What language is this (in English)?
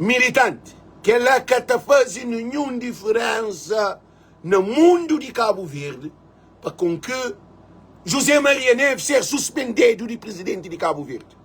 Kabuverdianu